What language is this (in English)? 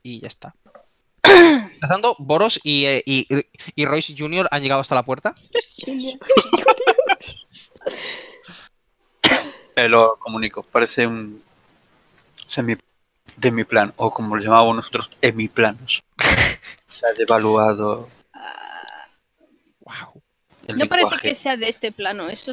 Spanish